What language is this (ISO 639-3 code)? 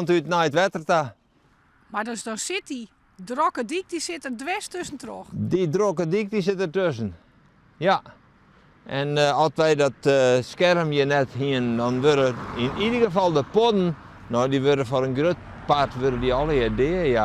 fry